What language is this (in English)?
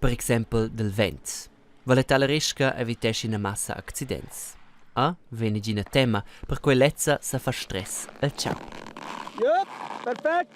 Romansh